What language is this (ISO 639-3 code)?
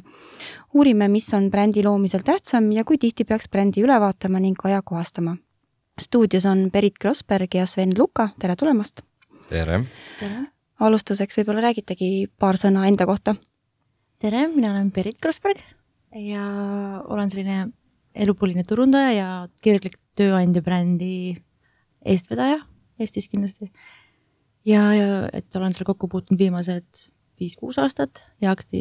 est